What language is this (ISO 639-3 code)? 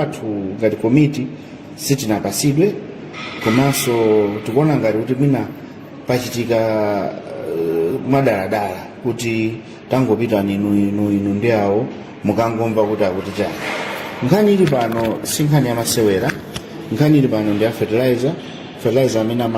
nya